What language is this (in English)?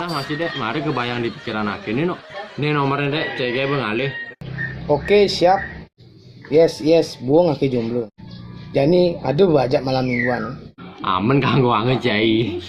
Balinese